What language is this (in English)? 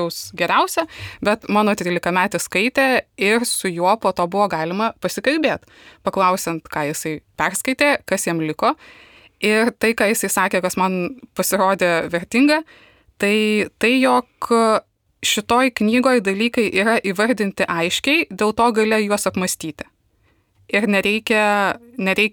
Lithuanian